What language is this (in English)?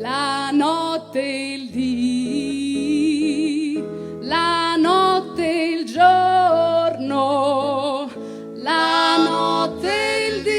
Venetian